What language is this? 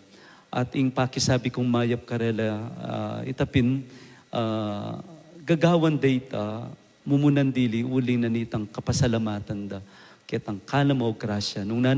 Pampanga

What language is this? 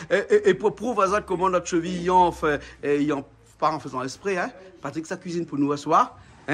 Réunion Creole French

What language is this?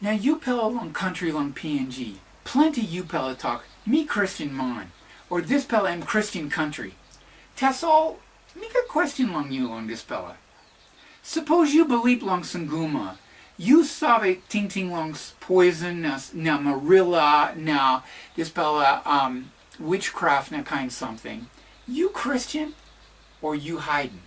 Tok Pisin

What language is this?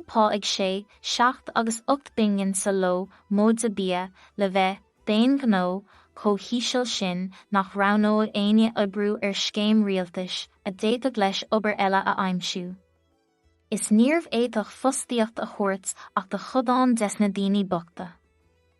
Irish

